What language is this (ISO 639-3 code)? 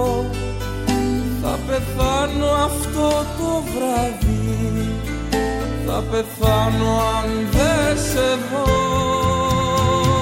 ell